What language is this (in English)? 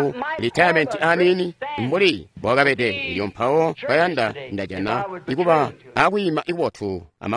Tonga (Zambia)